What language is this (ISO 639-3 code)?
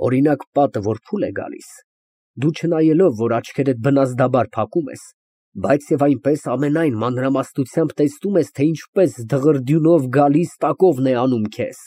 hye